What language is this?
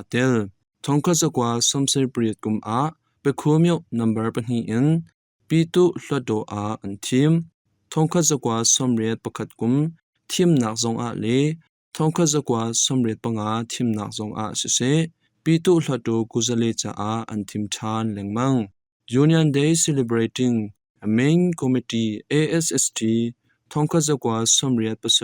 Hakha Chin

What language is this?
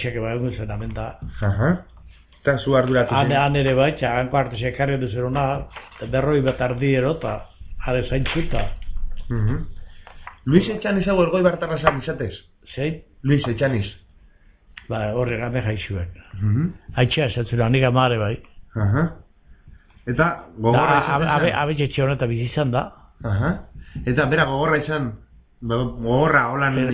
Basque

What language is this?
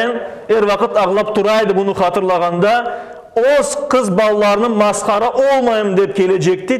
Crimean Tatar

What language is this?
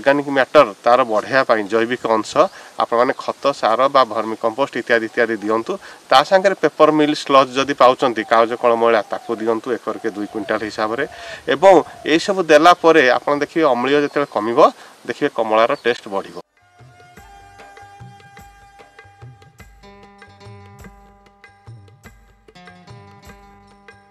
Odia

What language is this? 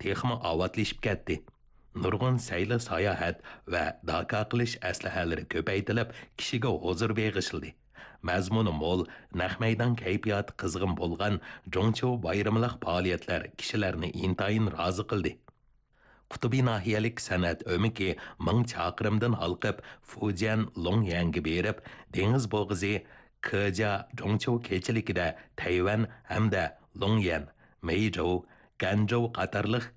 Uyghur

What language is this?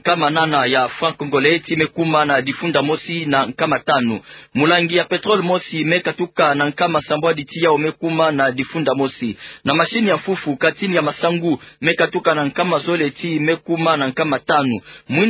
Kituba (Democratic Republic of Congo)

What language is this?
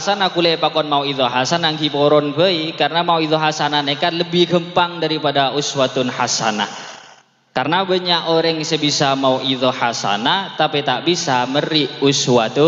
Madurese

